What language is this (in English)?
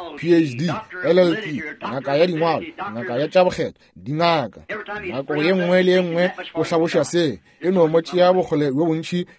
Northern Sotho